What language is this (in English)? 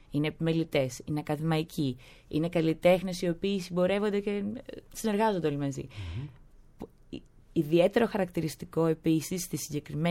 Greek